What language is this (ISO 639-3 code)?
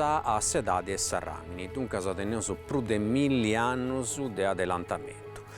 srd